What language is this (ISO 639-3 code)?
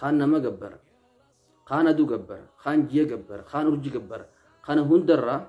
orm